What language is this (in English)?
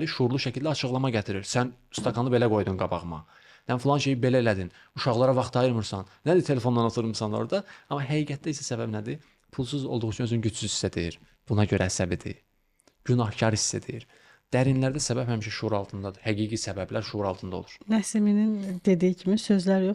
Azerbaijani